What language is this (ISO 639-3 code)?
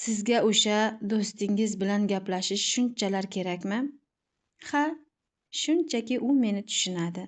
uzb